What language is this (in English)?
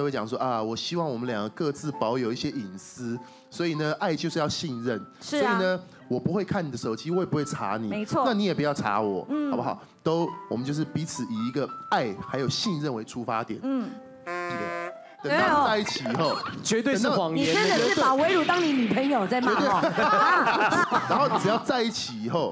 Chinese